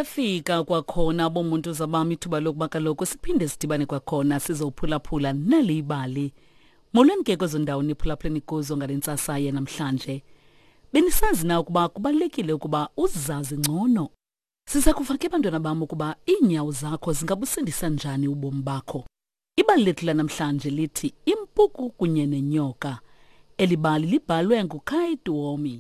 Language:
Xhosa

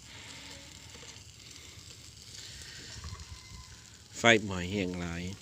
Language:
Lao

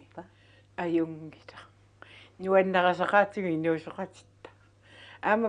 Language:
Kalaallisut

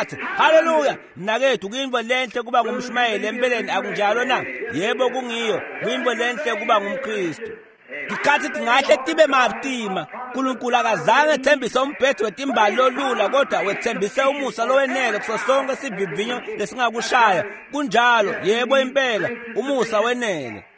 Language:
Swati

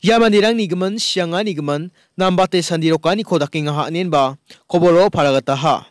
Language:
Garo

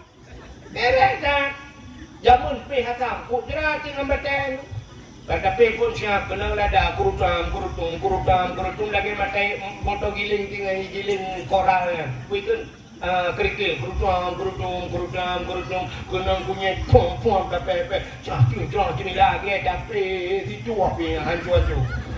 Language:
Achinese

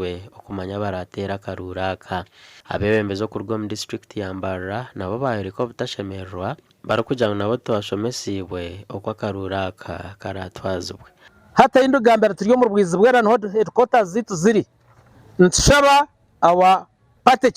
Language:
Nyankole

